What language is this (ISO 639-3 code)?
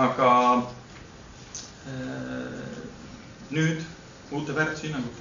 est